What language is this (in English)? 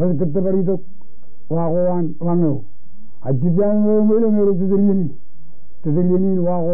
Marshallese